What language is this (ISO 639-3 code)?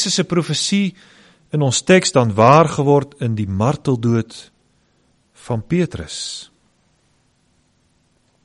afr